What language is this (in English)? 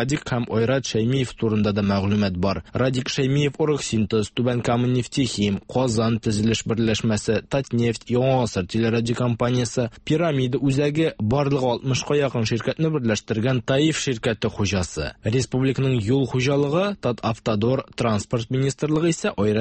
Tatar